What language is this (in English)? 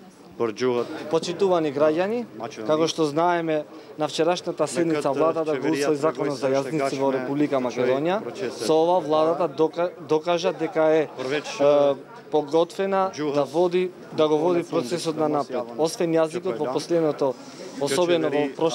Macedonian